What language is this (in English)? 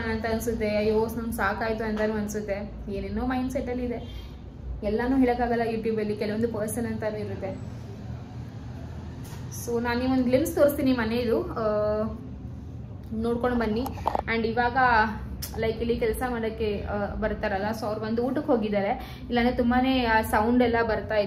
Kannada